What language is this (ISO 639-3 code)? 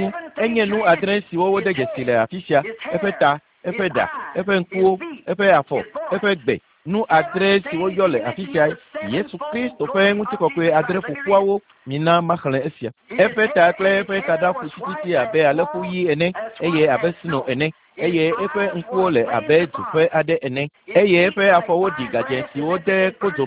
ewe